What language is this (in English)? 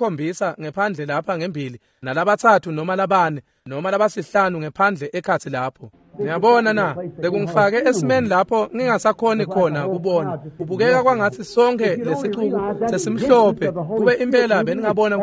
Swati